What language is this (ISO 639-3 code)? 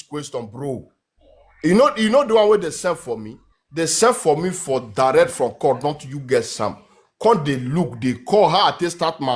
pcm